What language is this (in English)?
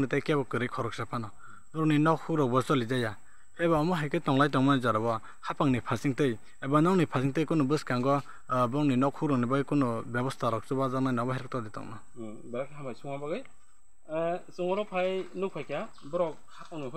Kok Borok